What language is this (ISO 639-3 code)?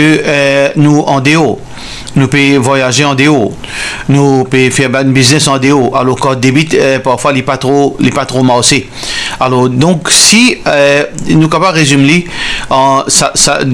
mfe